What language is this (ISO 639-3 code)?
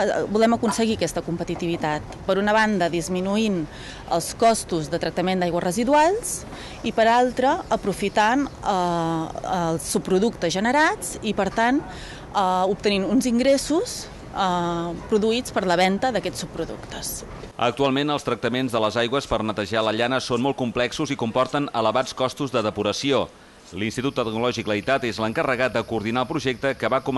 cat